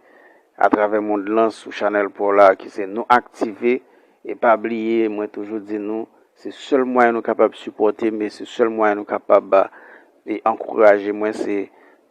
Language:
Haitian Creole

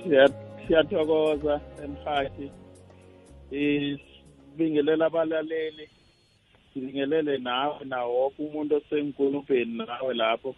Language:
South Ndebele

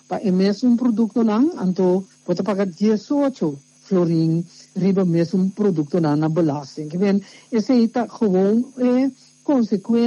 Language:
Papiamento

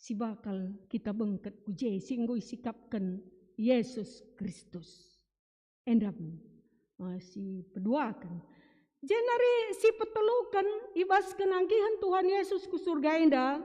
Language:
Batak Karo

